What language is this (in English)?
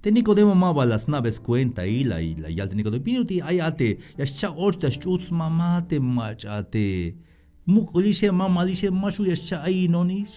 Tzeltal